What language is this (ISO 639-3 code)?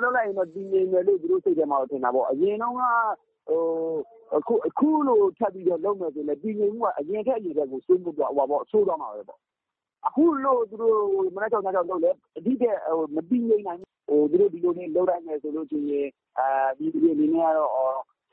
mya